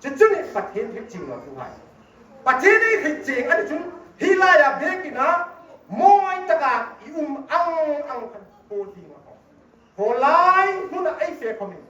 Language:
Hmar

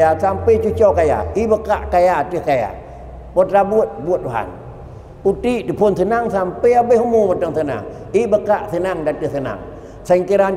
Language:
Achinese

